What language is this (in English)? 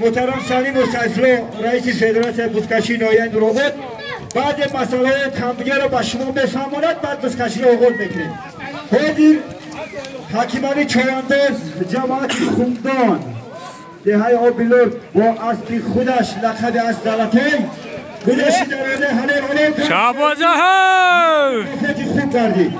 Tajik